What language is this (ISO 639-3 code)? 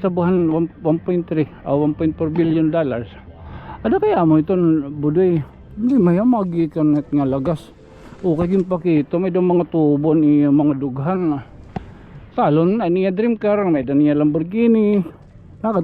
war